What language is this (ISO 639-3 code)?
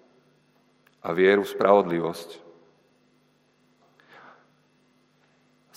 slk